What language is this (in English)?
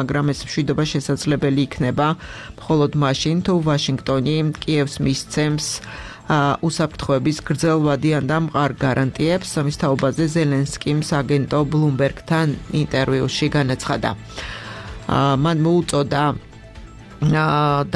Georgian